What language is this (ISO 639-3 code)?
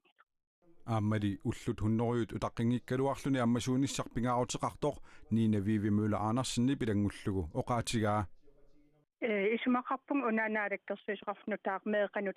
kal